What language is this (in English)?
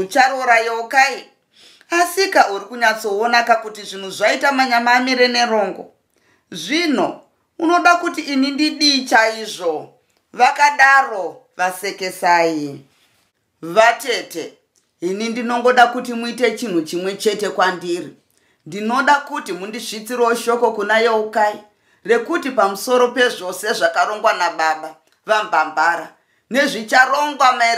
Shona